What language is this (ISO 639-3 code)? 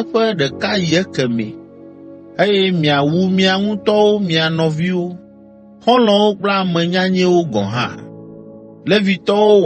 ewe